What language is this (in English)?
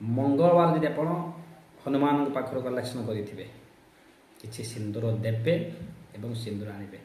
Odia